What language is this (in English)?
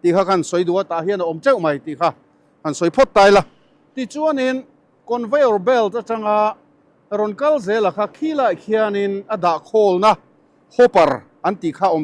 Mizo